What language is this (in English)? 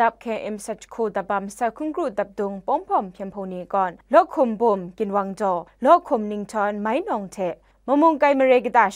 Kachin